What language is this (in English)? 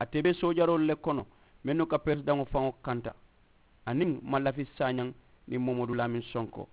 Mandingo